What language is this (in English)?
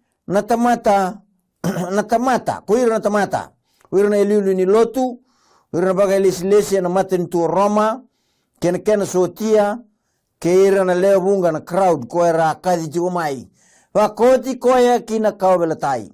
Fijian